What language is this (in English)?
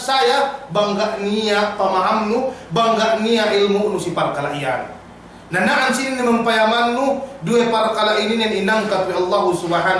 Yakan